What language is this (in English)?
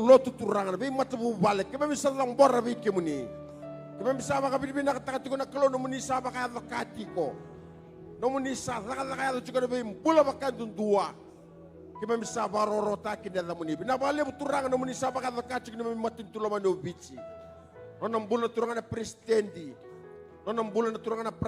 Fijian